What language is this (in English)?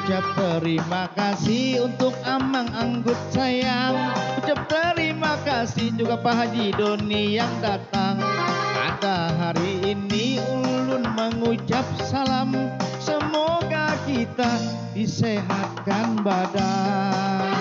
Banjar